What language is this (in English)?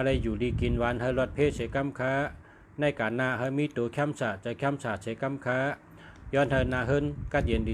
Shan